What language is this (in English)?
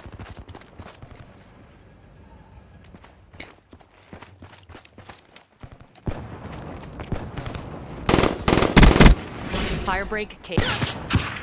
English